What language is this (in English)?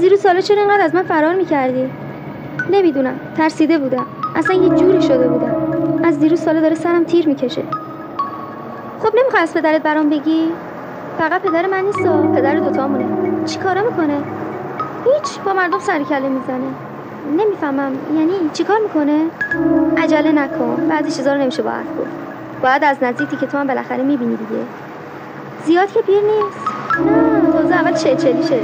Persian